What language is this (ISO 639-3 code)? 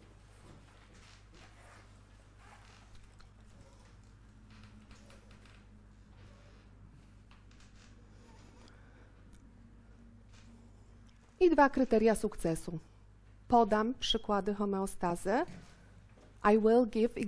pol